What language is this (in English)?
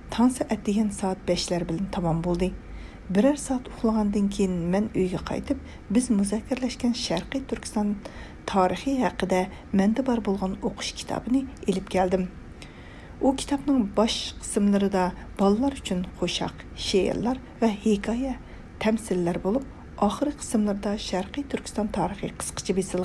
Uyghur